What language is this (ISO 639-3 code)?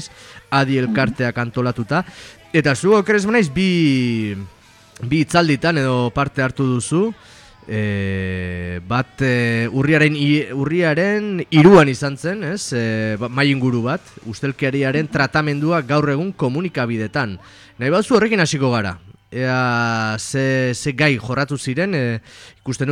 eus